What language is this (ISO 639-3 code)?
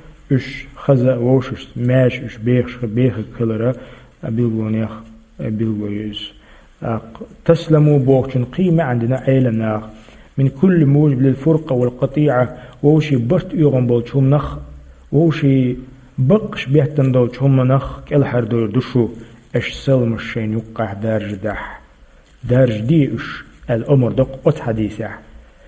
che